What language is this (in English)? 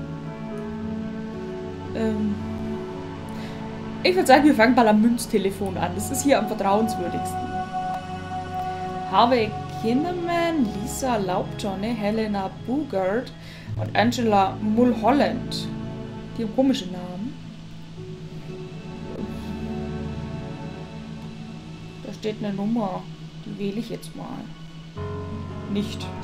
German